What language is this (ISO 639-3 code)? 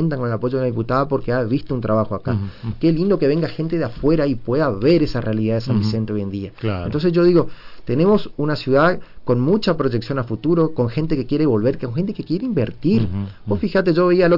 spa